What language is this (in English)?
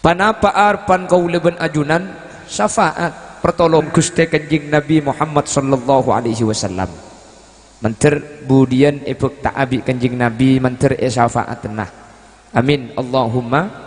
Madurese